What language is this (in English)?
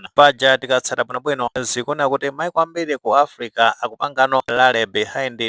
Nyanja